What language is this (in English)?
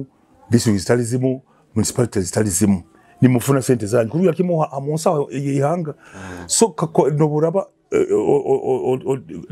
Nyoro